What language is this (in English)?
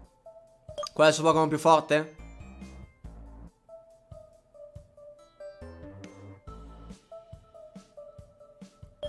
Italian